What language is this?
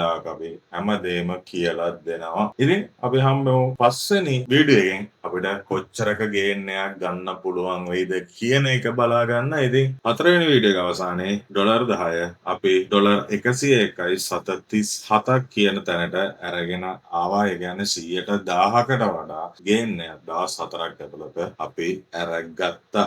Sinhala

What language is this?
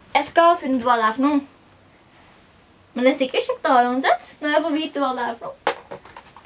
Norwegian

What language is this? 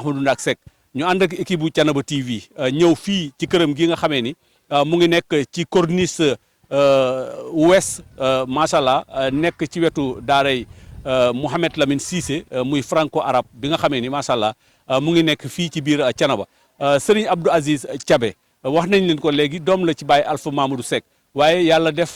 Wolof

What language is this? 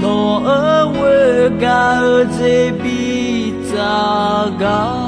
Akha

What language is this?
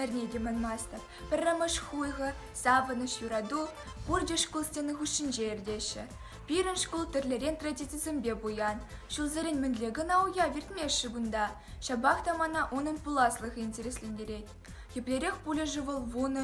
Chuvash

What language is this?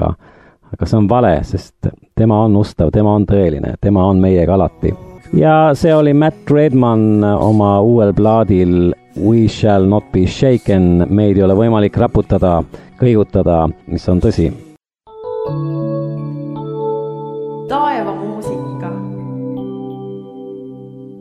Estonian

